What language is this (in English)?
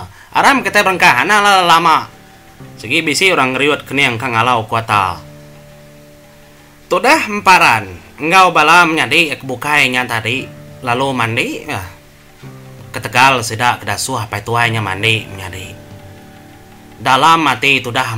Iban